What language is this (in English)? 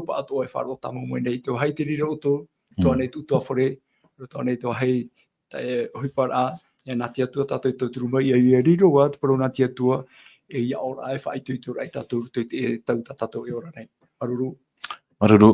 Tahitian